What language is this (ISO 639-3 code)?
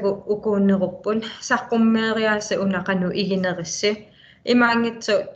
kal